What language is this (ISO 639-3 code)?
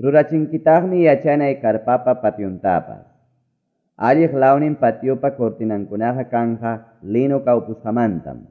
que